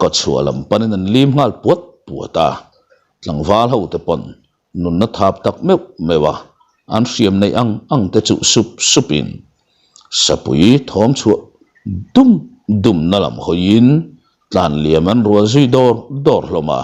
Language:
Mizo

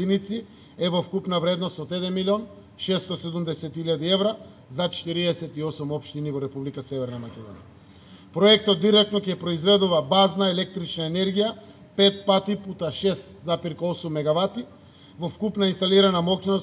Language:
Macedonian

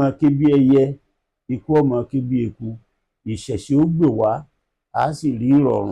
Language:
Yoruba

